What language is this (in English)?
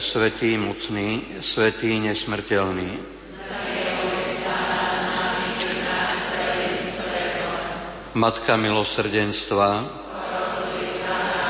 Slovak